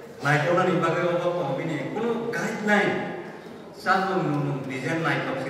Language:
Kok Borok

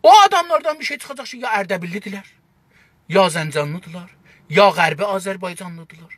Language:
South Azerbaijani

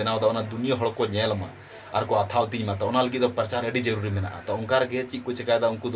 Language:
Santali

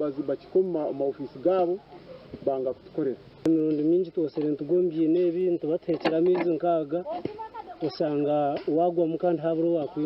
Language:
Nyankole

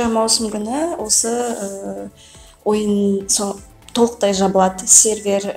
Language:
Kazakh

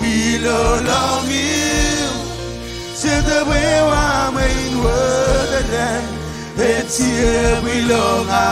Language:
Marshallese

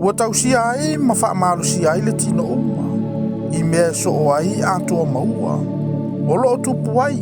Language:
Samoan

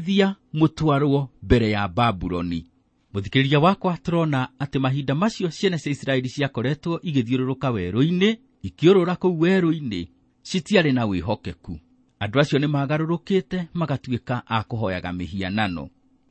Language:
Kikuyu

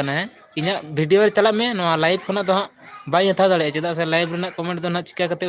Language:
Santali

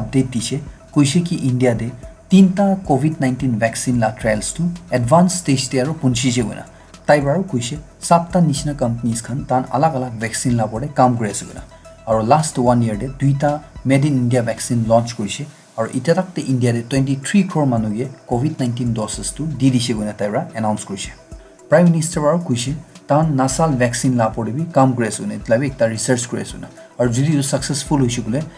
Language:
Naga Pidgin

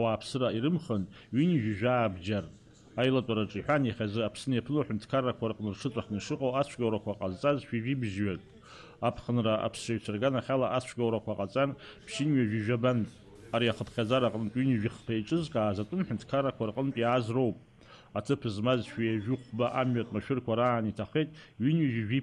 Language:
Abkhazian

